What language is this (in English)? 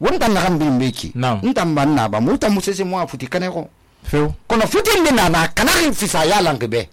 Susu